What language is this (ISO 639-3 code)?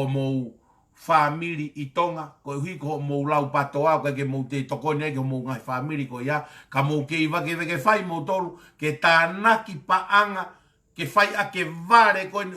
ton